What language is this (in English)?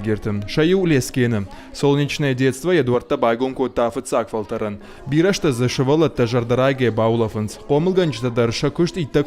Ossetic